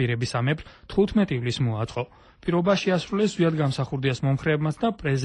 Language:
Georgian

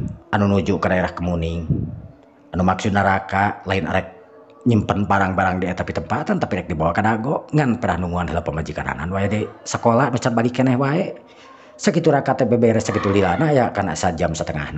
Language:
Sundanese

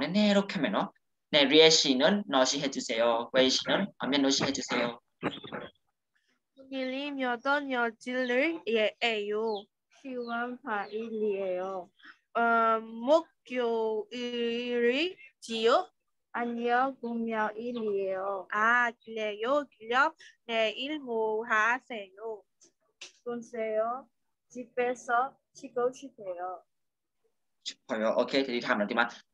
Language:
Burmese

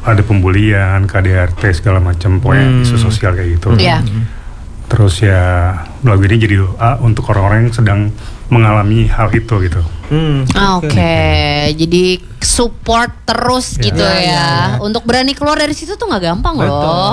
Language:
Indonesian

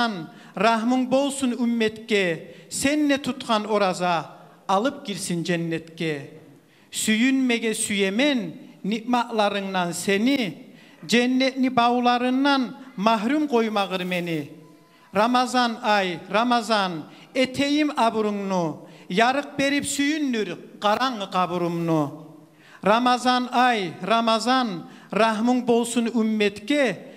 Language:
Kumyk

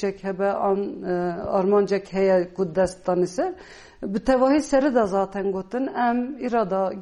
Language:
Kurdish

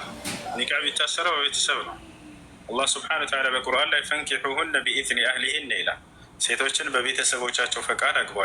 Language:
Amharic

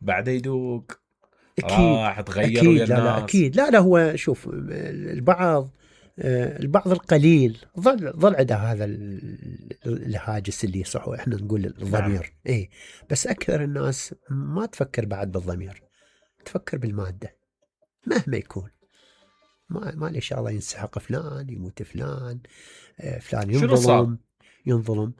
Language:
Mesopotamian Arabic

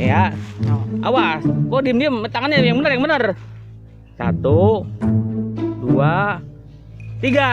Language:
Betawi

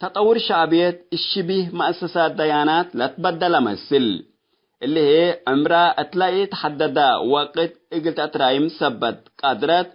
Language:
Tigre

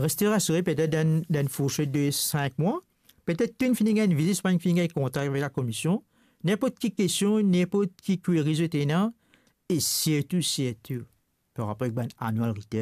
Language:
Morisyen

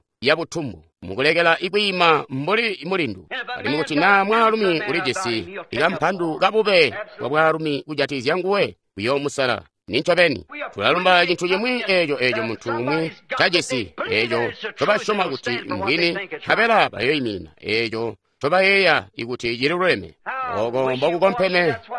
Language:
Tonga (Zambia)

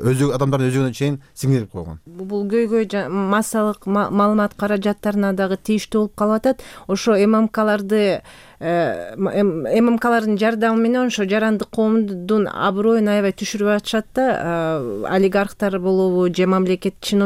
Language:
Kyrgyz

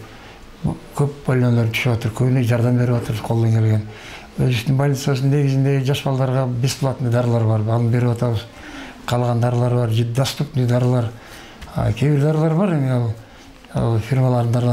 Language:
Kyrgyz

